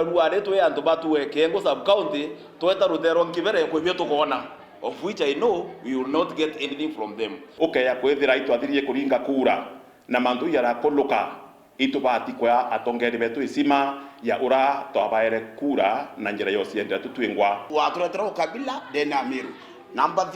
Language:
Meru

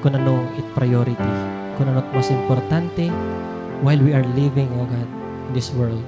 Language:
Waray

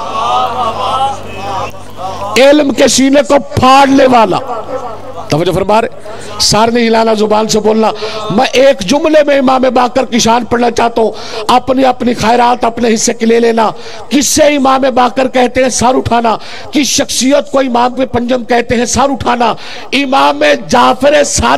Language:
Urdu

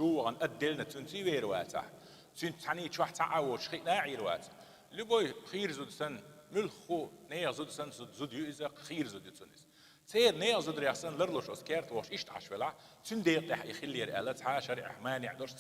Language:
Chechen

